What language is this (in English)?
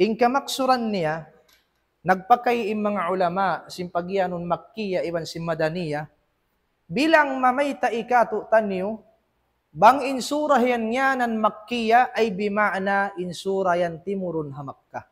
Tausug